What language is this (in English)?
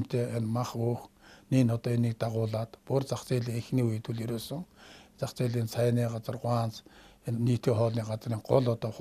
Mongolian